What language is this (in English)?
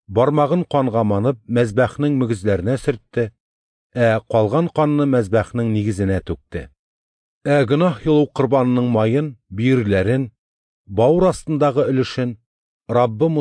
Tatar